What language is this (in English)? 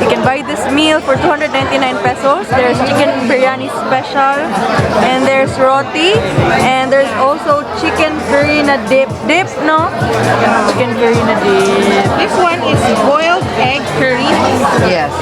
Cebuano